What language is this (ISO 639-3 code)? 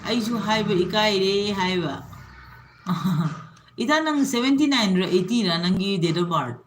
mni